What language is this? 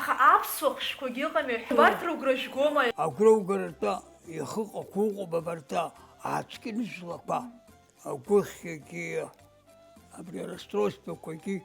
Abkhazian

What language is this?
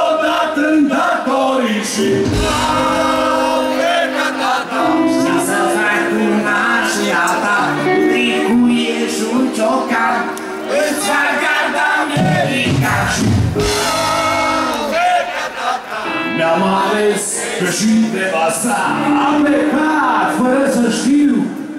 Romanian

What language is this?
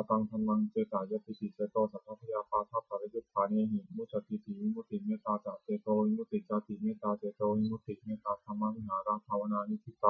Pali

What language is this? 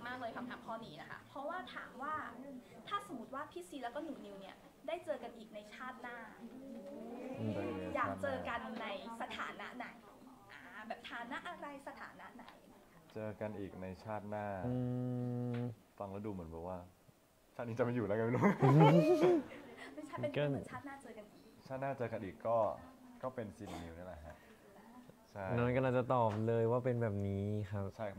Thai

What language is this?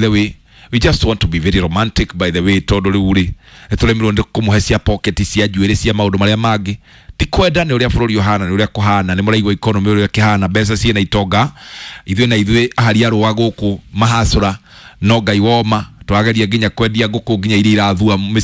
Kikuyu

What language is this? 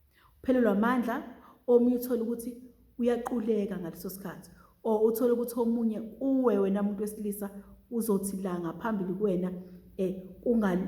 Zulu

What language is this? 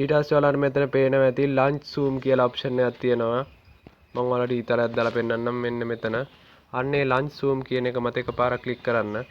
Sinhala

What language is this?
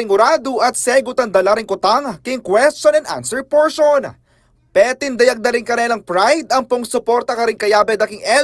Pampanga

